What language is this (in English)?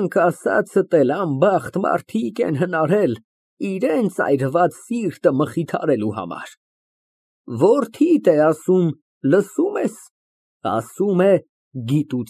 Armenian